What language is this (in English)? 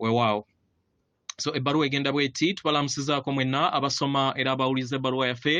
Ganda